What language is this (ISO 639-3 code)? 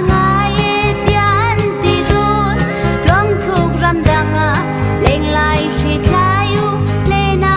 cnh